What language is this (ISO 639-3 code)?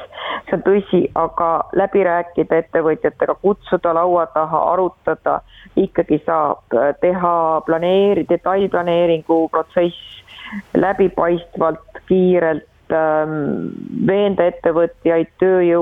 est